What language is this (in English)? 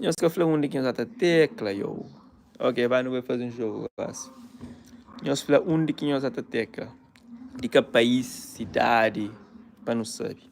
Kabuverdianu